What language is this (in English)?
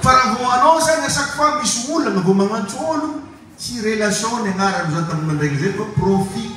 Malagasy